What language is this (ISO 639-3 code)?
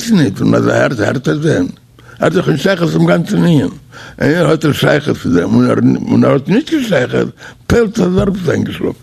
yid